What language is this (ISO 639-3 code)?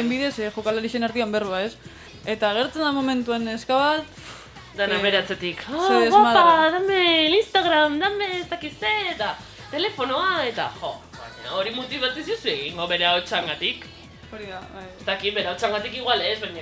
eus